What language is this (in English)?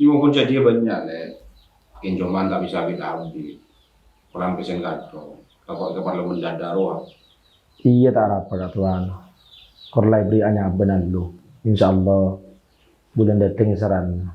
Madurese